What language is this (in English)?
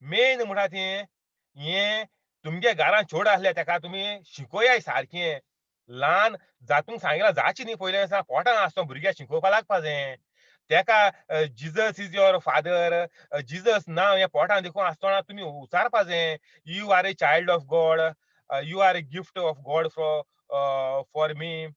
Konkani